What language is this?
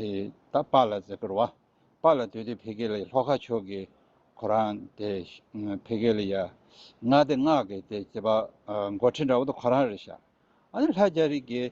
Tibetan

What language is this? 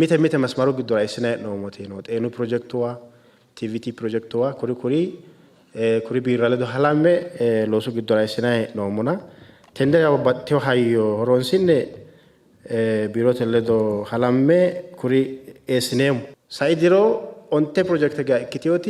Sidamo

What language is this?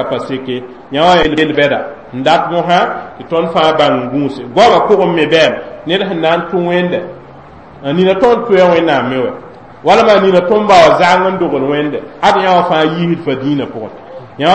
Mossi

